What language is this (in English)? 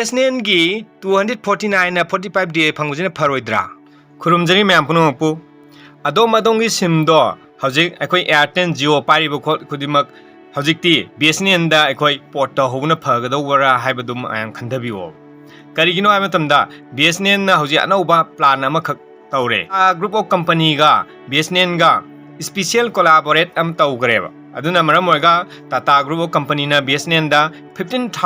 Manipuri